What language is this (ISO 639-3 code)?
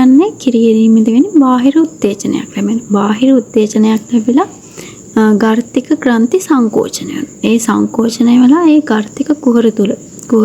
sin